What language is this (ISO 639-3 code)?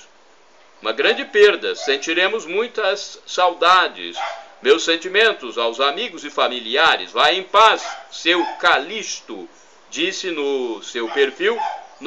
por